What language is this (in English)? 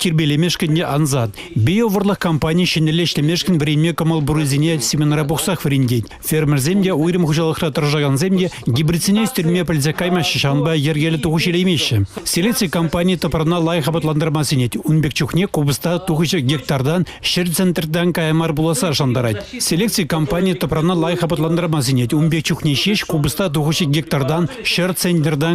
Chuvash